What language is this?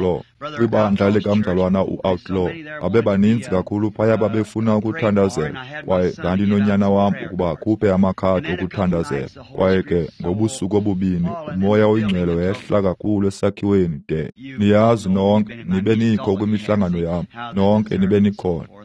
Xhosa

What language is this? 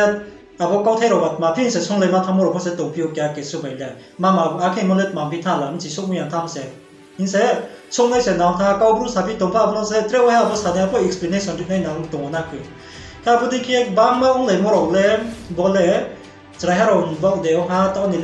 Riang (India)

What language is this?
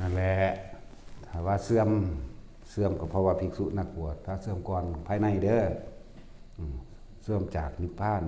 Northeastern Thai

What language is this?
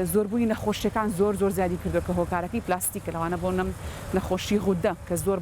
Central Kurdish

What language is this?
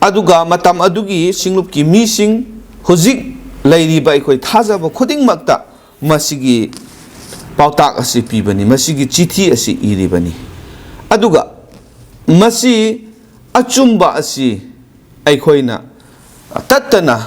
Manipuri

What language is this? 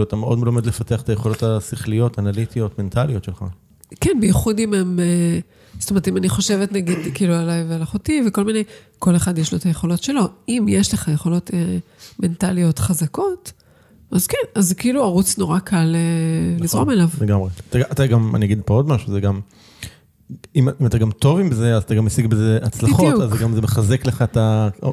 Hebrew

